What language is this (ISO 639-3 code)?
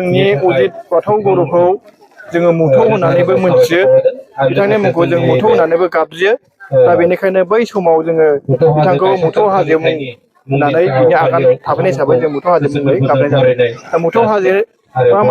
brx